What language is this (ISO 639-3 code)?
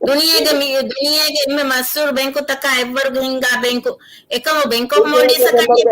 div